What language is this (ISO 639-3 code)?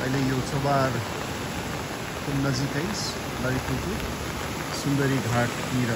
nep